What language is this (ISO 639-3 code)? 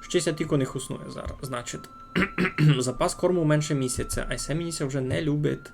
rue